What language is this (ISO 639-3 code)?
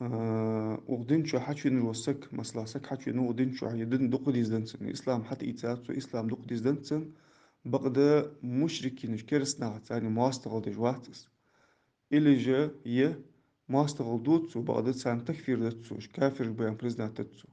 inh